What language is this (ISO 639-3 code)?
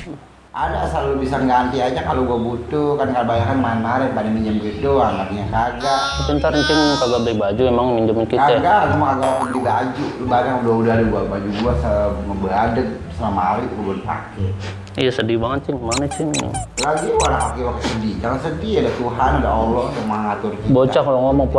bew